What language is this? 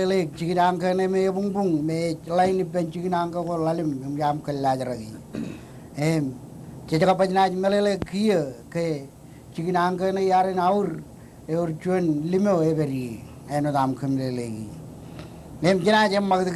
Marshallese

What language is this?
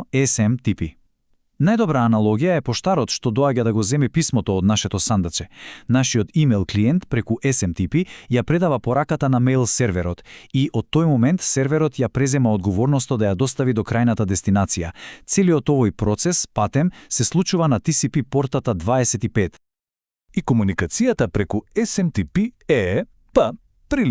Macedonian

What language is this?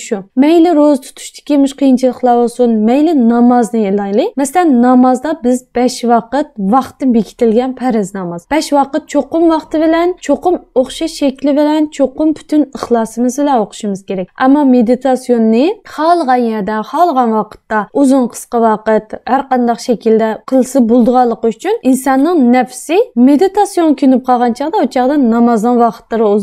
Uyghur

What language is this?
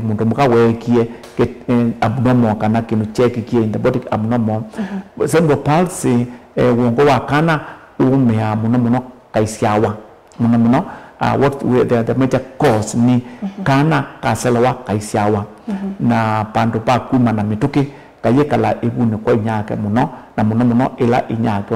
Kamba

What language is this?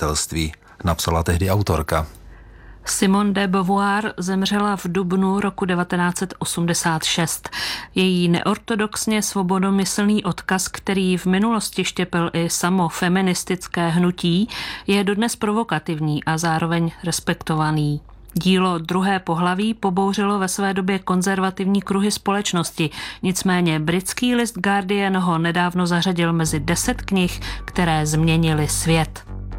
Czech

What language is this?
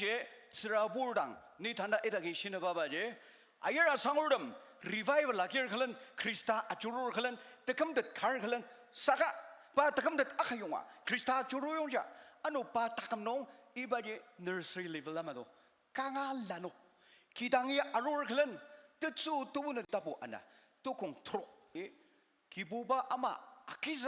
Ao Naga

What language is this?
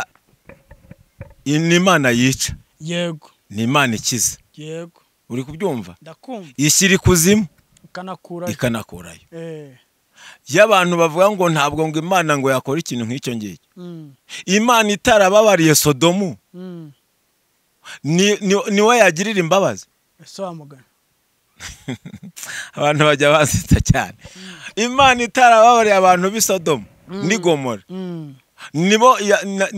Kinyarwanda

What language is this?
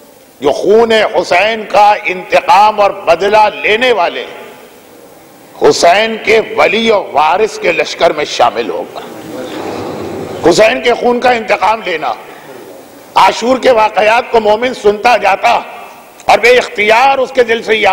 Urdu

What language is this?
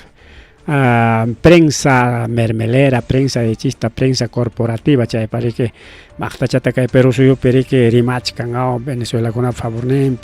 Ayacucho Quechua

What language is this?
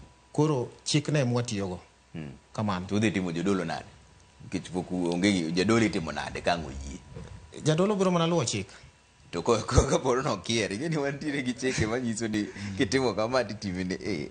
Luo (Kenya and Tanzania)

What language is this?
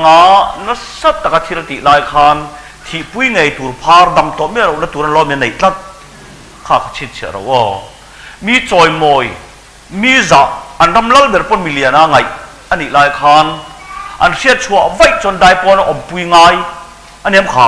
Mizo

